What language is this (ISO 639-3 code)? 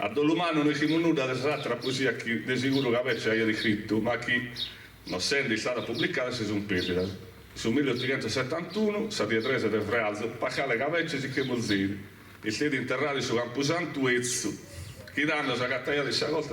srd